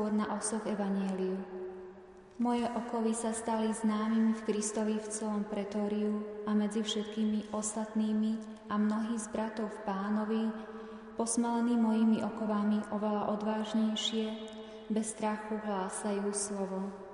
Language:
Slovak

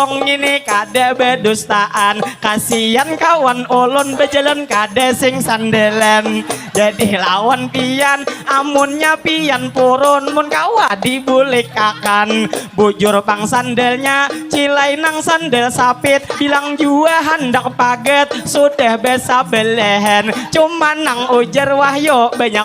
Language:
Banjar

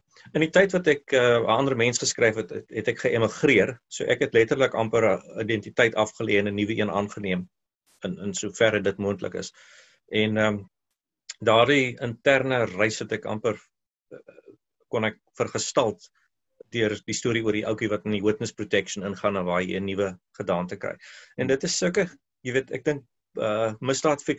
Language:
Afrikaans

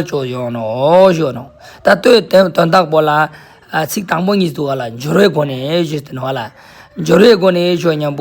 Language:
Ladakhi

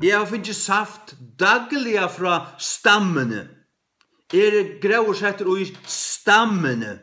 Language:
Faroese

